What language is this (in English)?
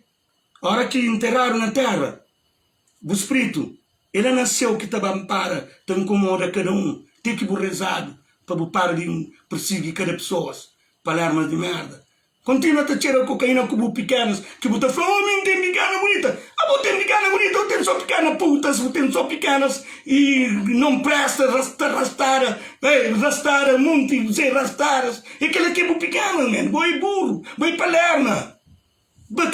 Kabuverdianu